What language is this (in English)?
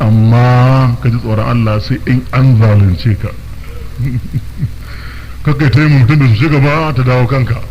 Hausa